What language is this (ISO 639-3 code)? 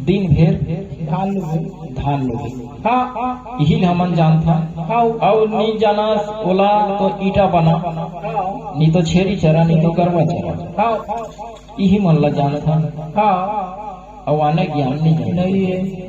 hne